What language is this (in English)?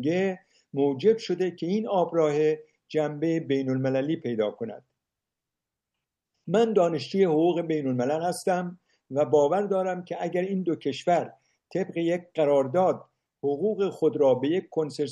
Persian